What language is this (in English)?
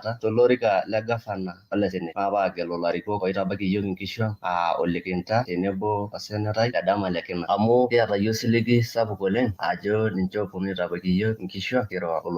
Masai